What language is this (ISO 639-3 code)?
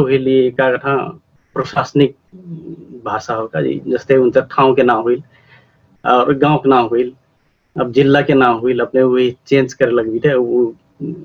thl